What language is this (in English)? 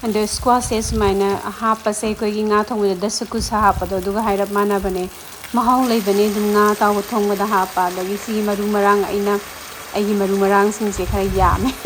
Manipuri